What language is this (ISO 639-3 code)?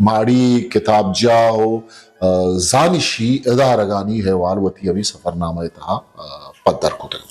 bgp